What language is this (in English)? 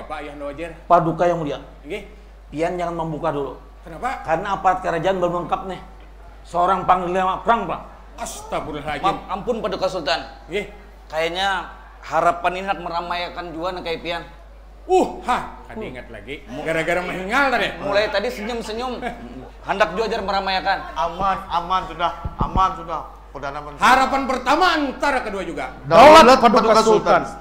Banjar